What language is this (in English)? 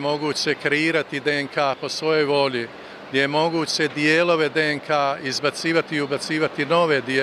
Serbian